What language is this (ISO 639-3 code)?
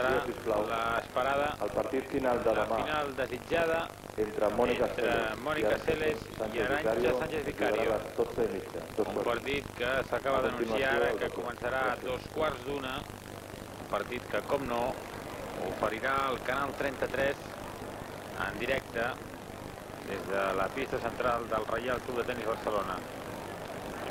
cat